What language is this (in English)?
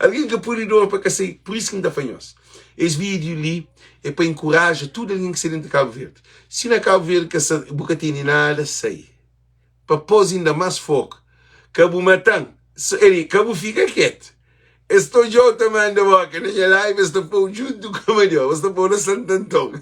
Kabuverdianu